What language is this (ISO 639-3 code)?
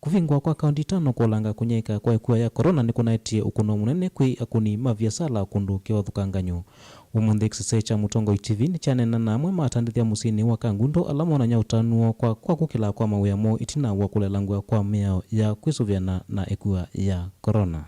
kam